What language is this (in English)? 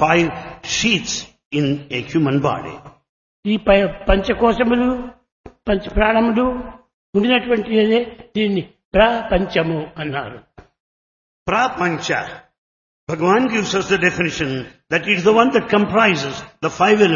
Telugu